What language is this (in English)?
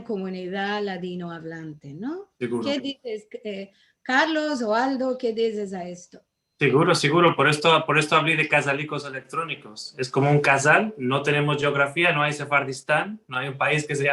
Ladino